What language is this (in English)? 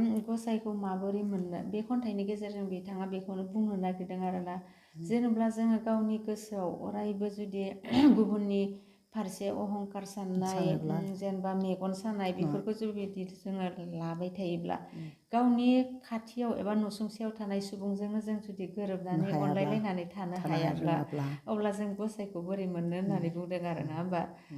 Bodo